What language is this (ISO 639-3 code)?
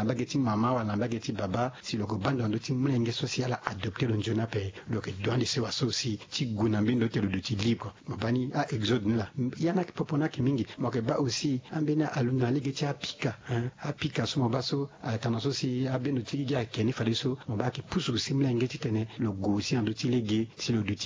sag